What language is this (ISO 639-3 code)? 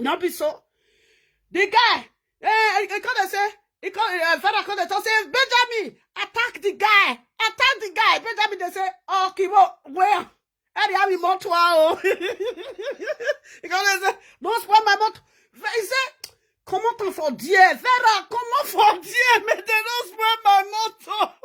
pcm